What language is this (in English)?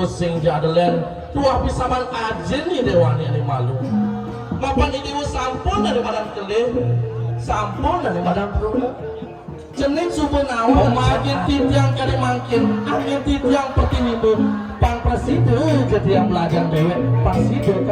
Balinese